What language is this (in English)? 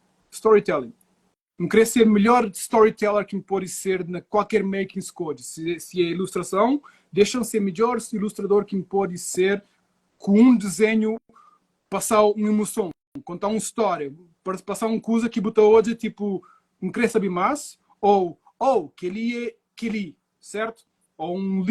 Kabuverdianu